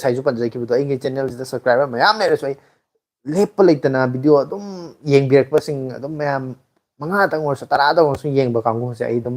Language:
Manipuri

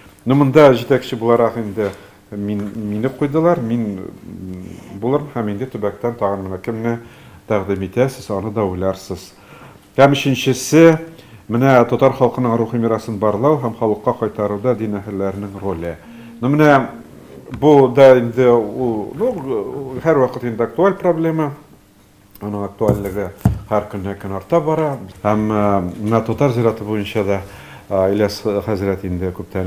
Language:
Tatar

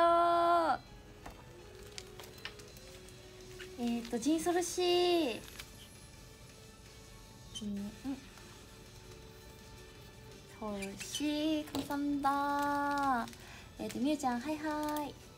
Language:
Japanese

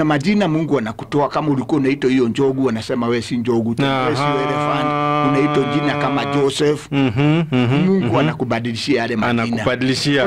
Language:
Swahili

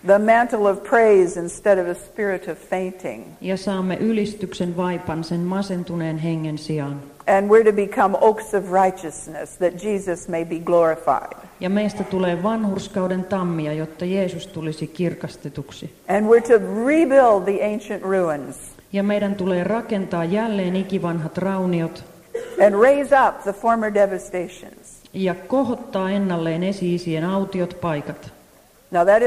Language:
Finnish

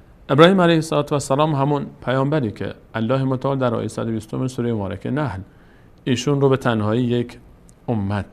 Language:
Persian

